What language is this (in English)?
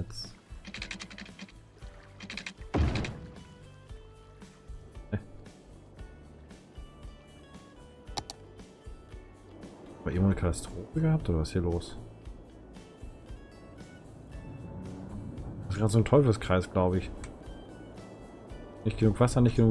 German